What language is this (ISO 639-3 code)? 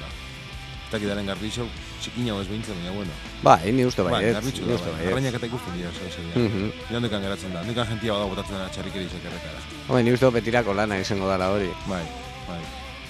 eus